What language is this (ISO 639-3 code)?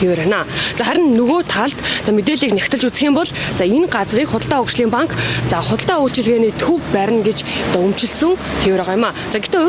mon